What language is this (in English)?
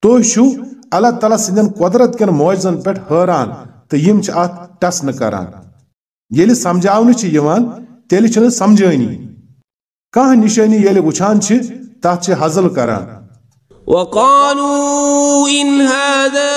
Kashmiri